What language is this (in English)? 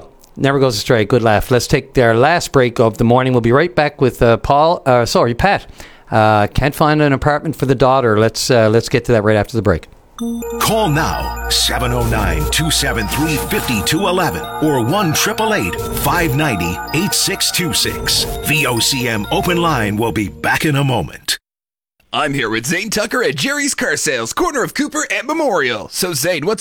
English